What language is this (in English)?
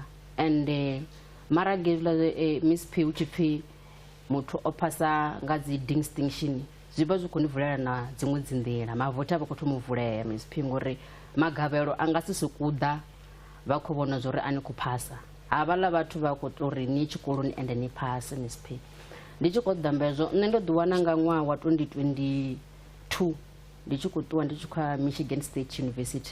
Venda